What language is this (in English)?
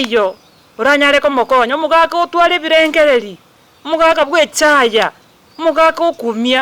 Gusii